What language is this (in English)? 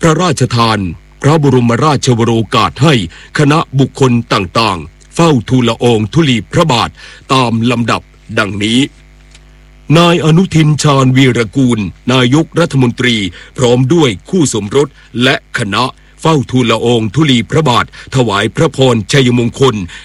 Thai